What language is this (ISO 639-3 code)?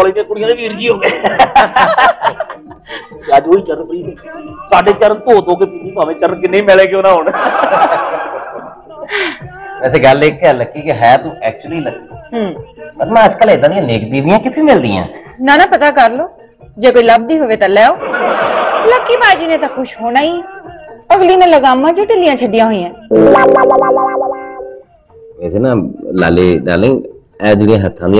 pan